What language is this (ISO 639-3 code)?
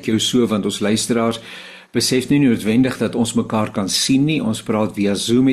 afr